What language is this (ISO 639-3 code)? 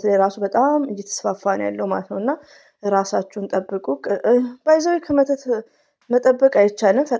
amh